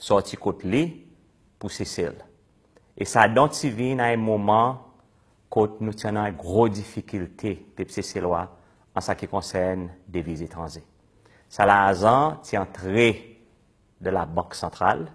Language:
Seselwa Creole French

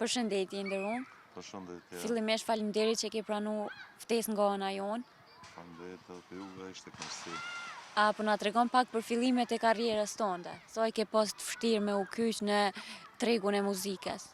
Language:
Albanian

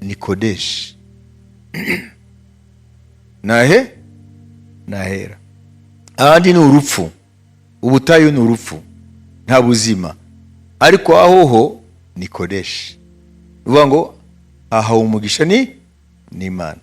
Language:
Kinyarwanda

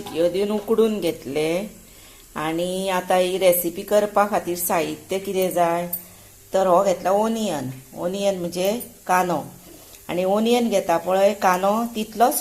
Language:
Konkani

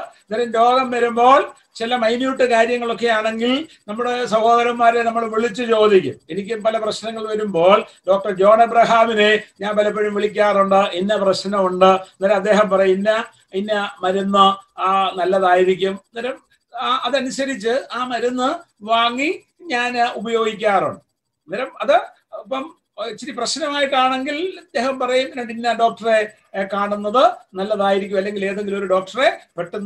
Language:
Malayalam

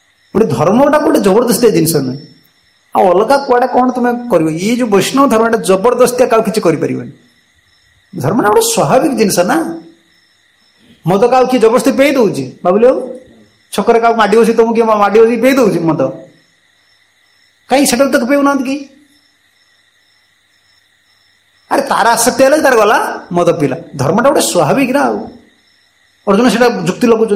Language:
Odia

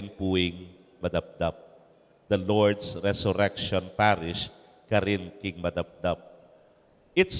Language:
Pampanga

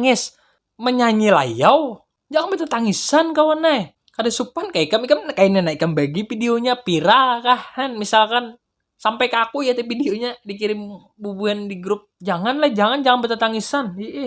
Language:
Banjar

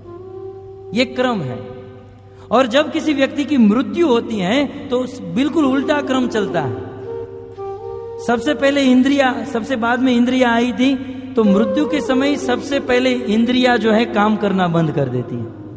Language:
Hindi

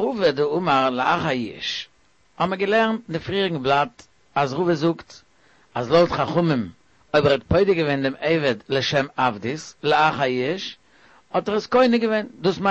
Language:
Yiddish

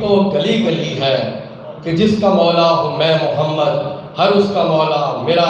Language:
Saraiki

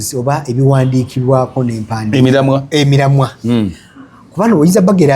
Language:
Ganda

